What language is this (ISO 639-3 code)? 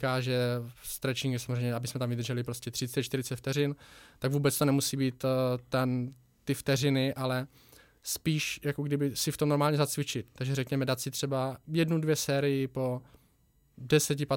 ces